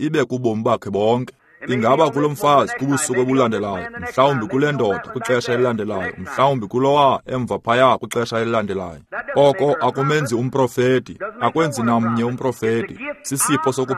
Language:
Xhosa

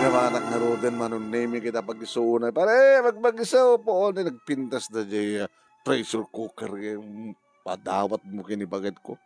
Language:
Iloko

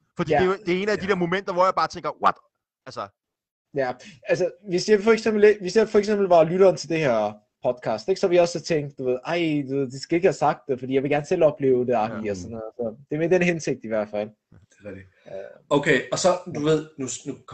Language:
Danish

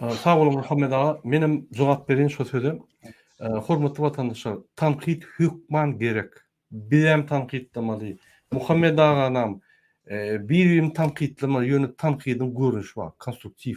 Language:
Turkmen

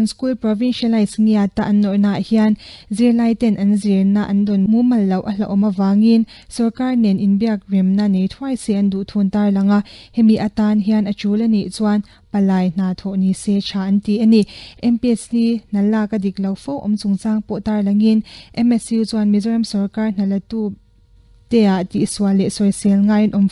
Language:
Mizo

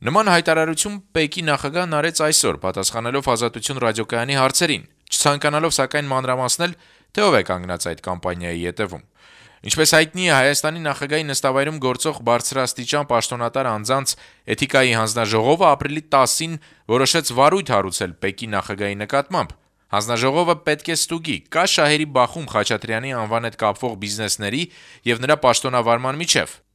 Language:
Armenian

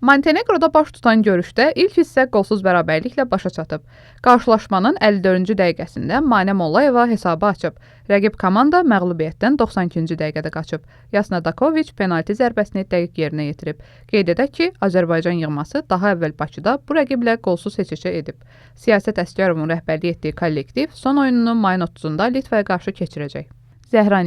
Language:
Azerbaijani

